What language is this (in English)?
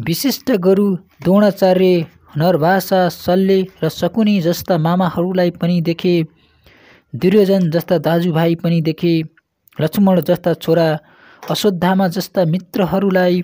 Nepali